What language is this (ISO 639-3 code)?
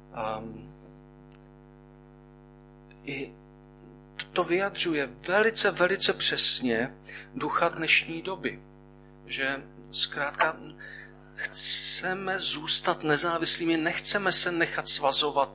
ces